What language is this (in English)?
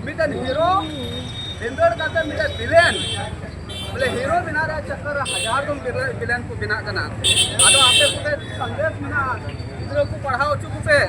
Santali